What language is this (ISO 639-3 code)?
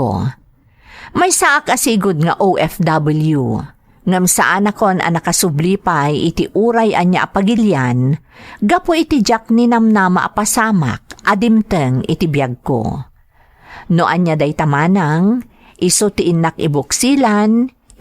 ilo